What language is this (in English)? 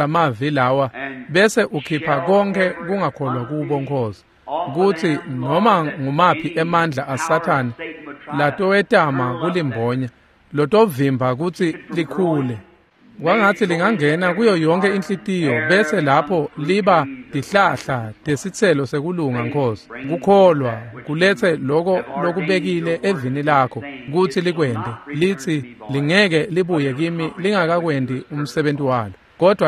Swati